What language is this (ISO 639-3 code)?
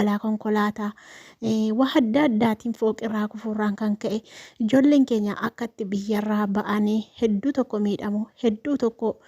orm